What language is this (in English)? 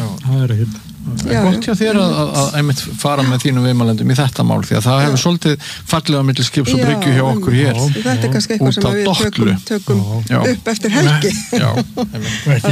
Icelandic